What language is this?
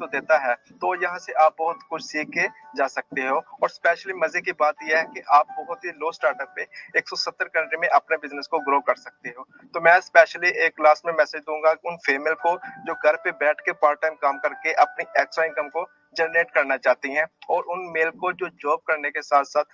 Hindi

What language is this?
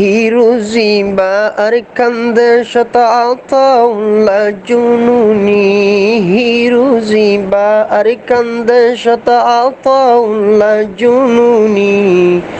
Rohingya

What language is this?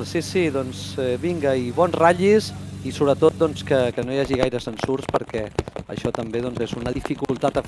Catalan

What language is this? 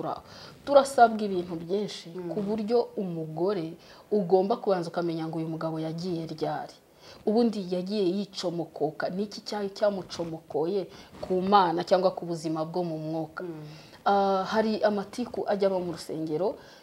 Kinyarwanda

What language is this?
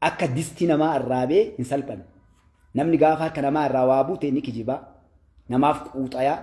Oromo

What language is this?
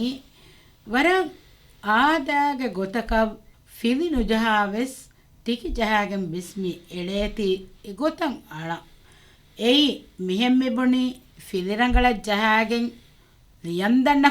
Divehi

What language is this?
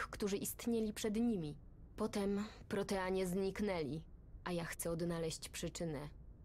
Polish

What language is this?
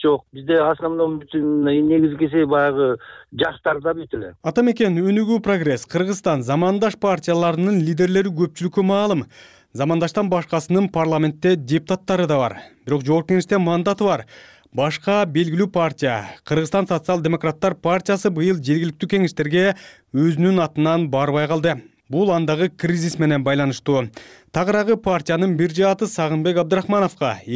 Kyrgyz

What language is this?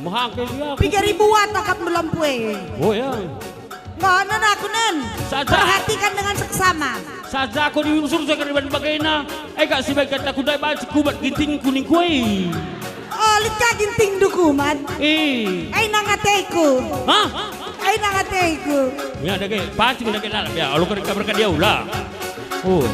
Batak Karo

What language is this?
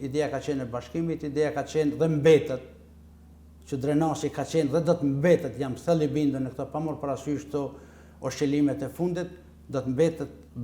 Albanian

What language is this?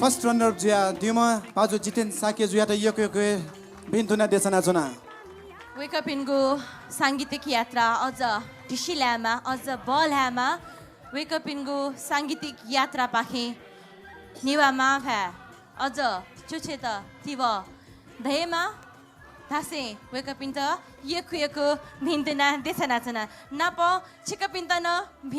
Newari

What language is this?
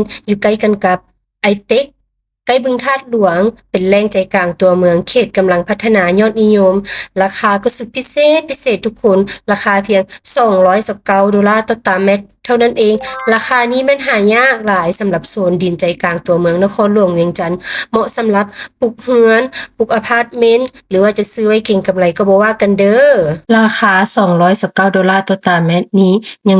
Lao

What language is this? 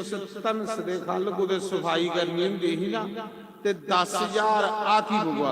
Dogri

